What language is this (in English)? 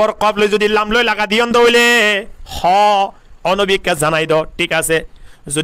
Rohingya